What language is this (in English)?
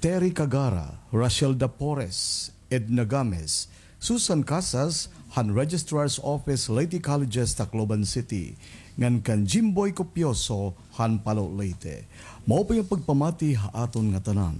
Waray